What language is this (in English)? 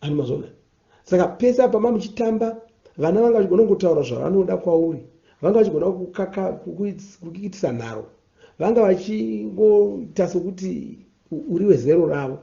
Shona